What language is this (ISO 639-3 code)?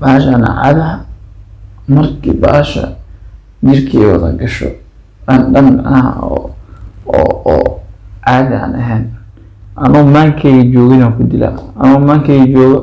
som